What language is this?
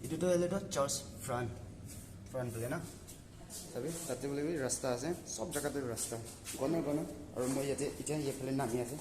Naga Pidgin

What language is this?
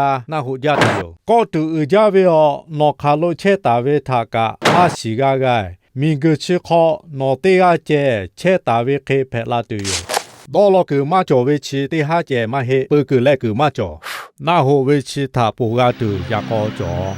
Lahu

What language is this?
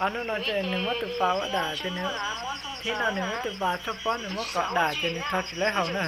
Hmong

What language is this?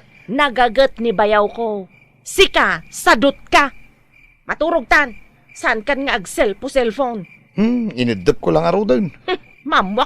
Iloko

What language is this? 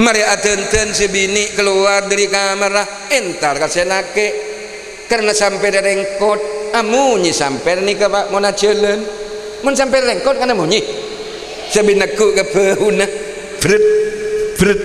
Madurese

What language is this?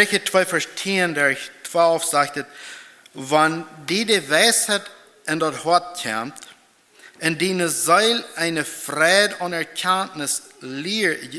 Plautdietsch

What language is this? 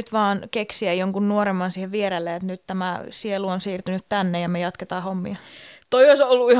Finnish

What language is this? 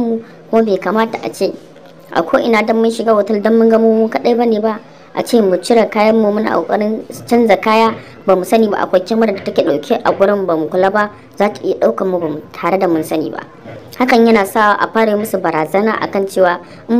Hausa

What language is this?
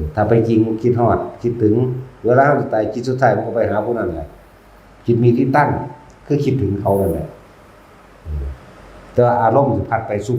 Northeastern Thai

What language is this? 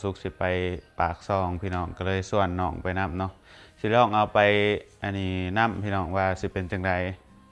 Lao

